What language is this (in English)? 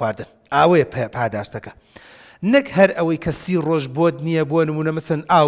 Central Kurdish